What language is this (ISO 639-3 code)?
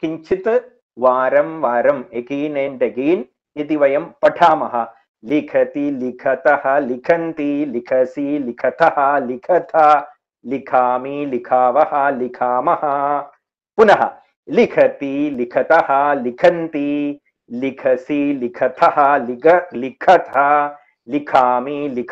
san